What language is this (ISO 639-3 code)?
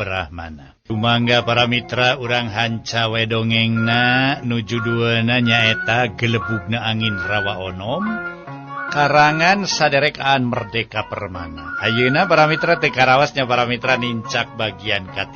sun